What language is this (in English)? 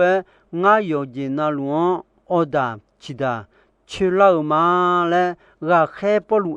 Akha